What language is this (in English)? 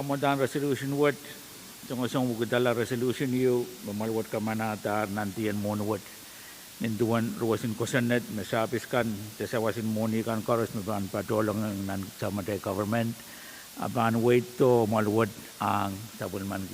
Pohnpeian